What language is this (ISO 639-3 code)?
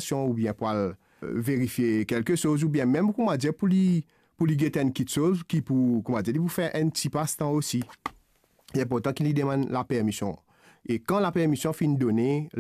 mfe